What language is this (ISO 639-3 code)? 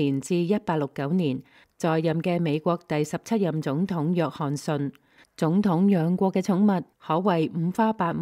yue